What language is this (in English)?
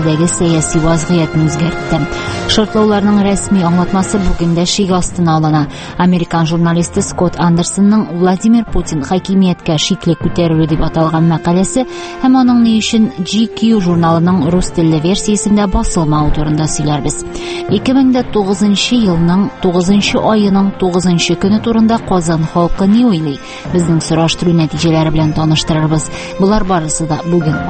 Tatar